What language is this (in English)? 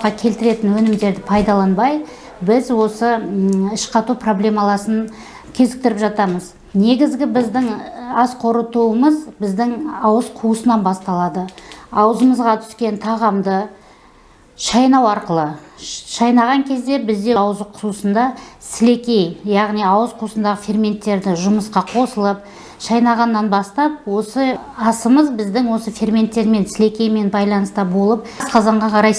Kazakh